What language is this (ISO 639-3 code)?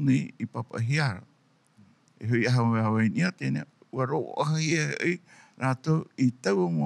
tah